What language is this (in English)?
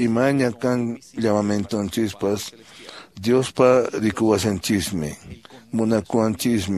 Quechua